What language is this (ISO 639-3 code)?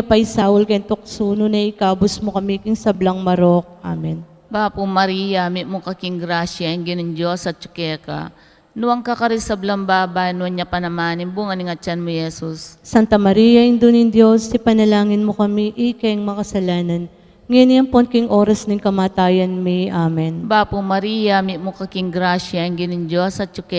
pam